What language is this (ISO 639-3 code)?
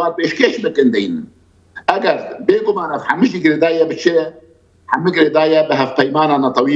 kur